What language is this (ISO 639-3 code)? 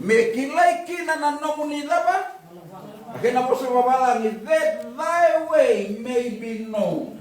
fij